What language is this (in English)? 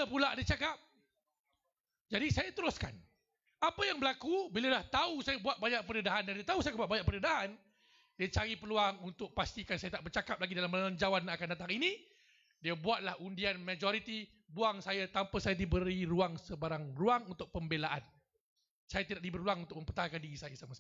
Malay